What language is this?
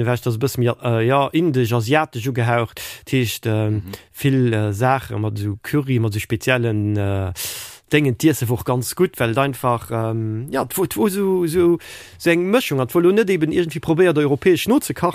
Luxembourgish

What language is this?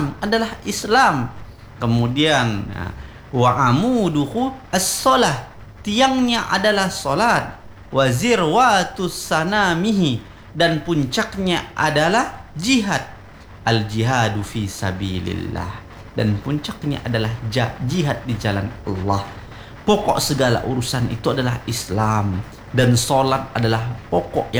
Indonesian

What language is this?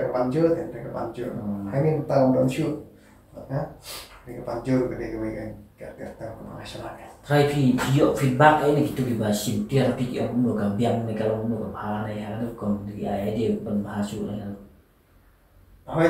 Khasi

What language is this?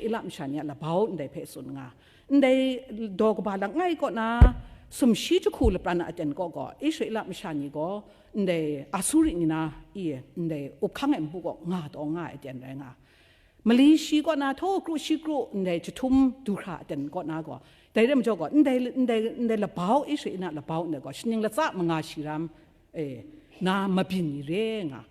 Kachin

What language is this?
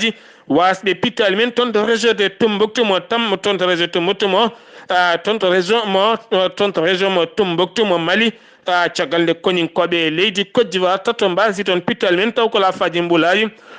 Fula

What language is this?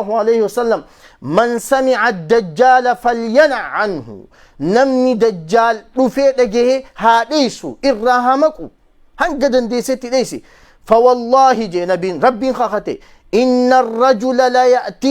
Oromo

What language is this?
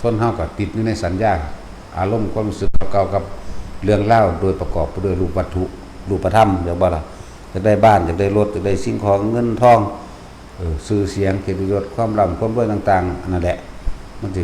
Lao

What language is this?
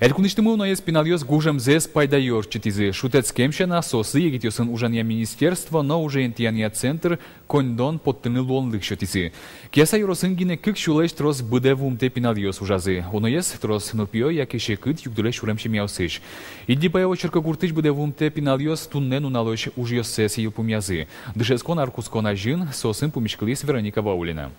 Udmurt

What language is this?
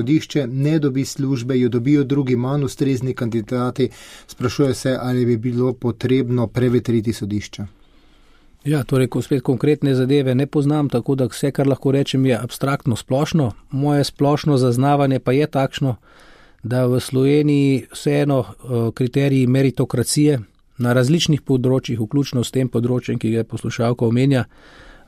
Slovenian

